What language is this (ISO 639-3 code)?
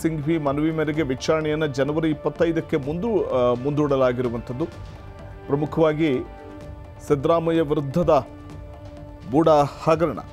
kan